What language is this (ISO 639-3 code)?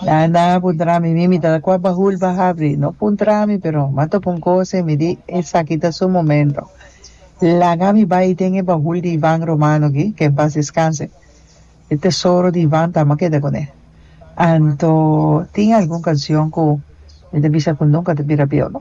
pap